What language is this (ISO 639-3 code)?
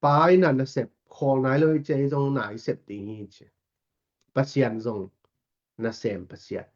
ctd